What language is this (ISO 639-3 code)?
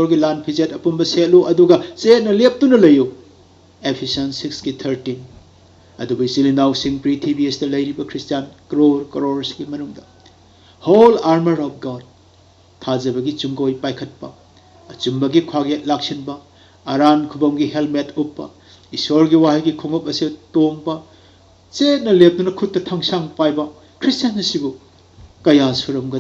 mni